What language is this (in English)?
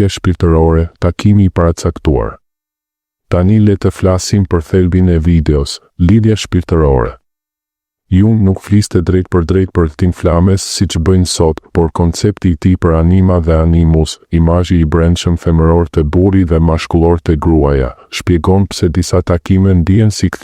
Albanian